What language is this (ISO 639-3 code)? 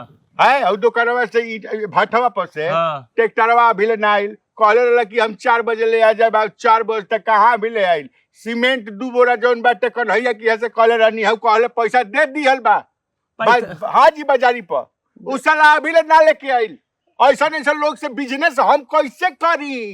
bho